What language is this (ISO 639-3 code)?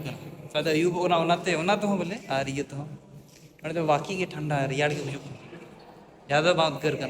sat